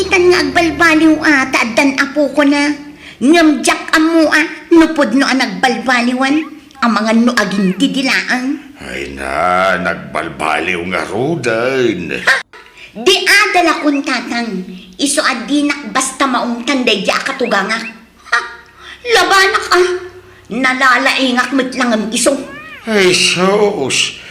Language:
Iloko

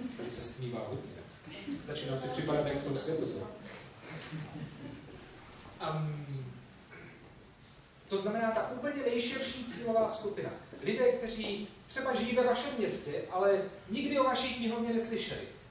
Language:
Czech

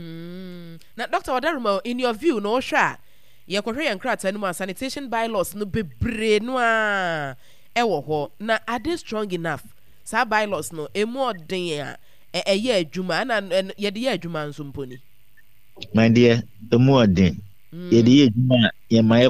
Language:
Akan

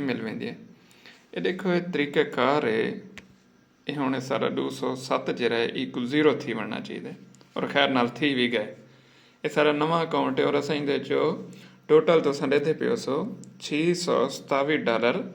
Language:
Saraiki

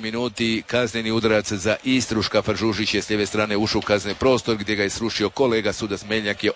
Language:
Croatian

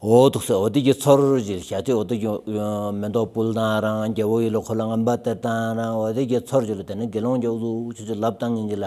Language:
Stod Bhoti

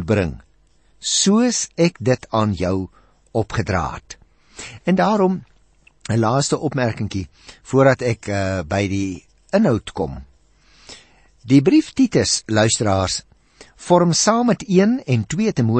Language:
Afrikaans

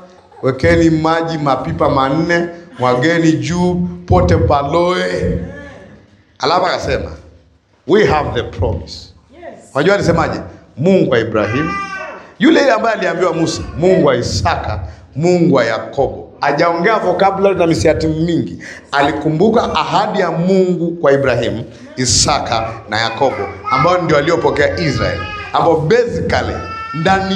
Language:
Swahili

